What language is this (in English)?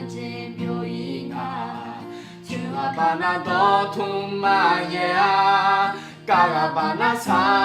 Akha